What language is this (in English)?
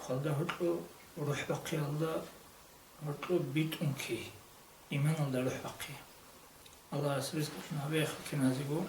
Avaric